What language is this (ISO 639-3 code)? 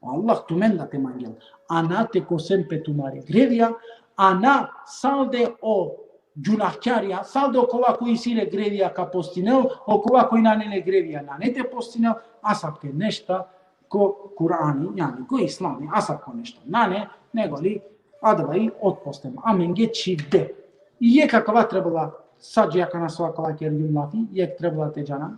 rmn